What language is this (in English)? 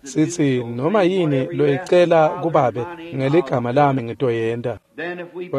Swati